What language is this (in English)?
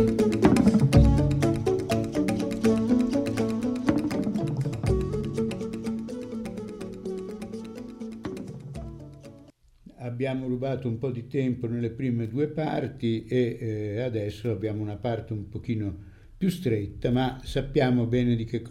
Italian